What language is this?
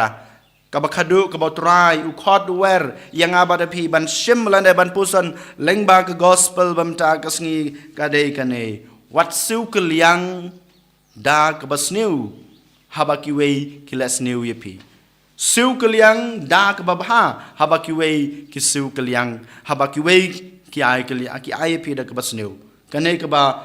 Khasi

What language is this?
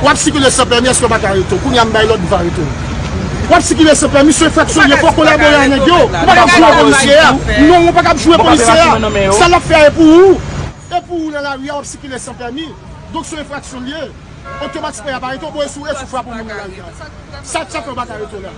Haitian Creole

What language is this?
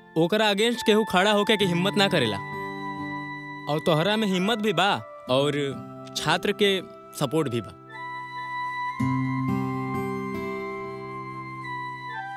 Bhojpuri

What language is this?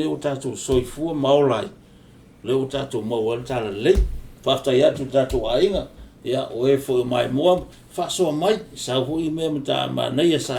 Samoan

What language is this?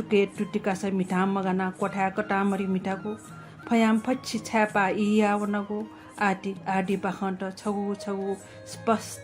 Newari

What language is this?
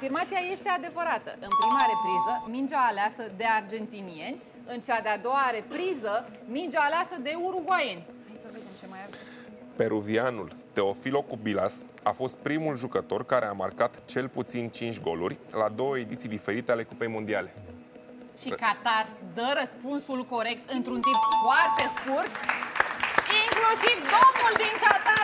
Romanian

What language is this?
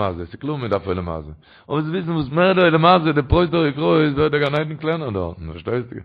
Yiddish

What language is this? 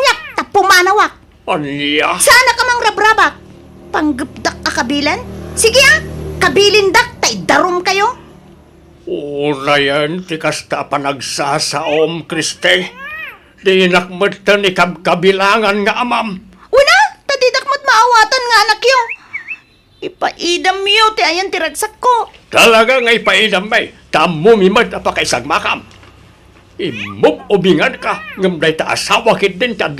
Iloko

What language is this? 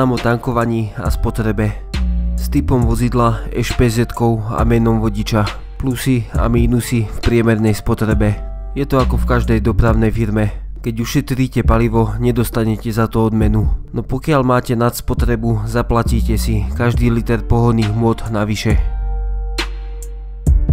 Slovak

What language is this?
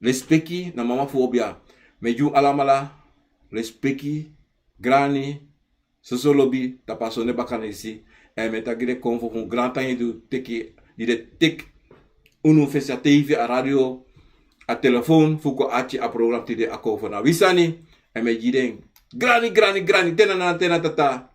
Sranan Tongo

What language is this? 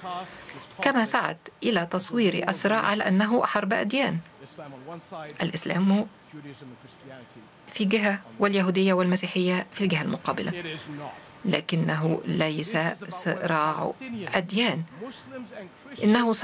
Arabic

